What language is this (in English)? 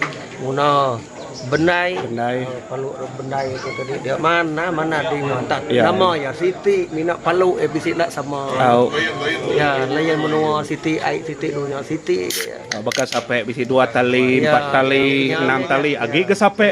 Iban